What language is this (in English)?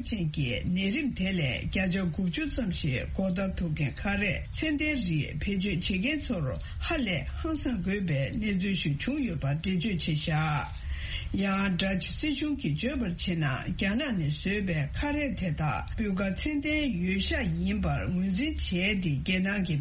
Tibetan